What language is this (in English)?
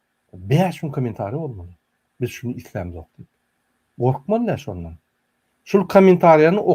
Turkmen